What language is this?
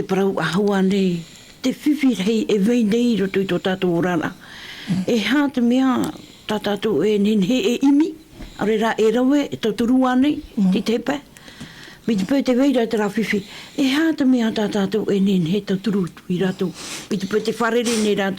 Tahitian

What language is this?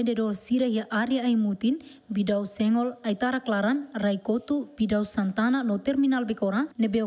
Tetum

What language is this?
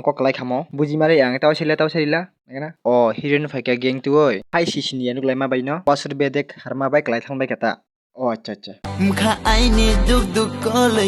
Kok Borok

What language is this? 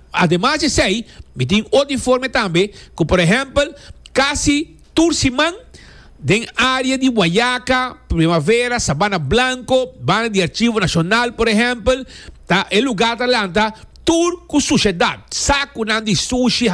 Papiamento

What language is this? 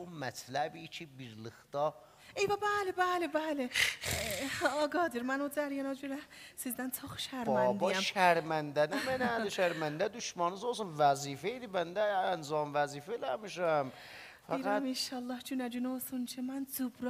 South Azerbaijani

